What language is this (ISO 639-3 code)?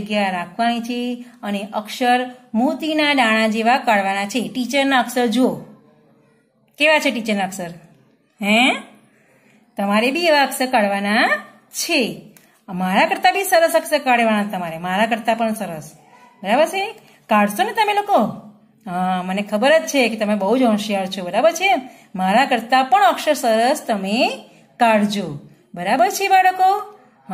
guj